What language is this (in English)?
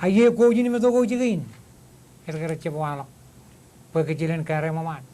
Marshallese